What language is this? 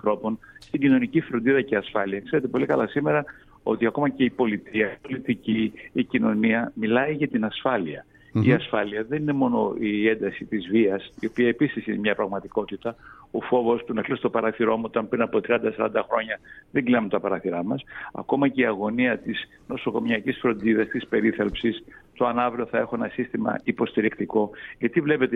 Greek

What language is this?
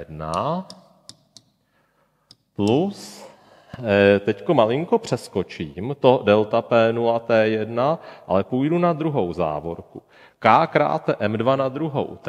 Czech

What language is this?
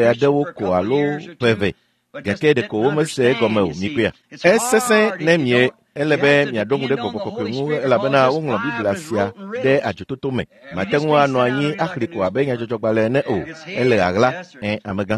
Ewe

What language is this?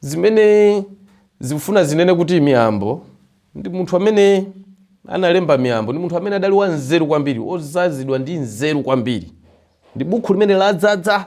Nyanja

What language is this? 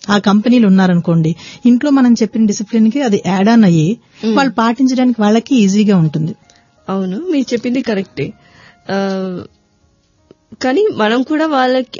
Telugu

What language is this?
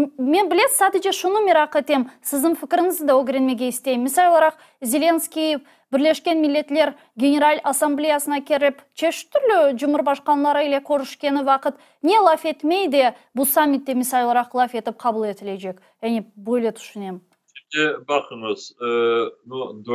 Crimean Tatar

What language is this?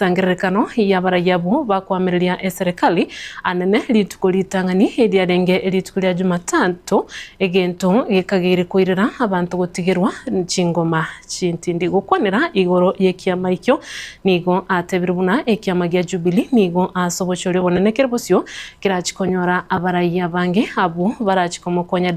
Gusii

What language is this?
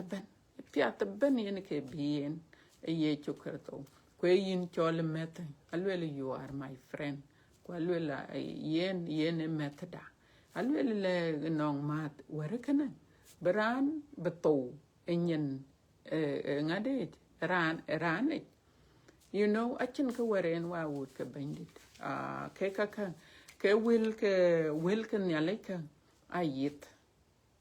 Dinka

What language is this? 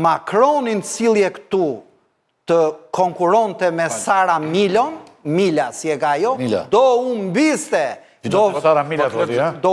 Albanian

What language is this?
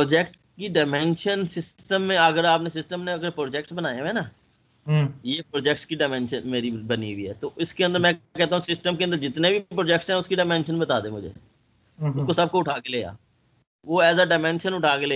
Hindi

